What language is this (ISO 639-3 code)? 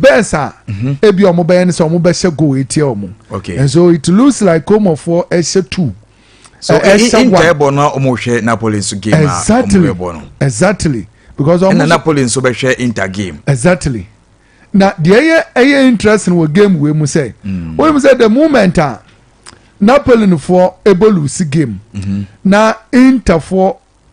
aka